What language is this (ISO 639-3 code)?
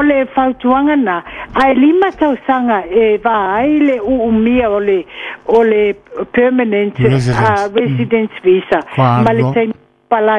smo